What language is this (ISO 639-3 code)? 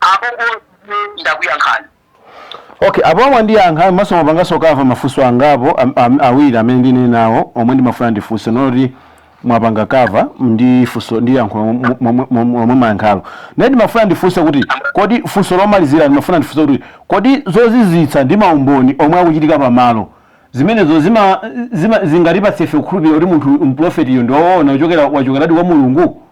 nya